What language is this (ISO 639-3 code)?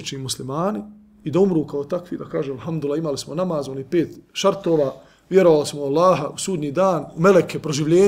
bos